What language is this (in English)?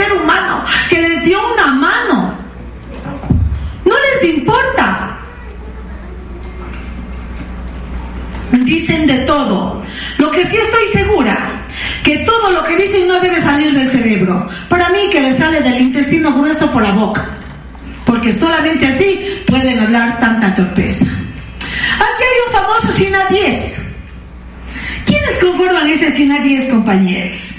Spanish